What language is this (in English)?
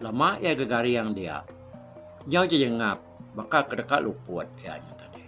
Iban